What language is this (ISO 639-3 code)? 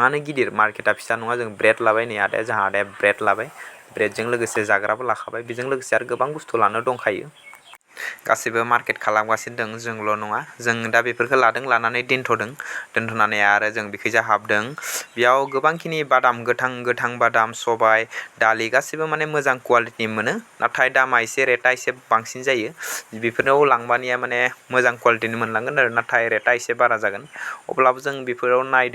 brx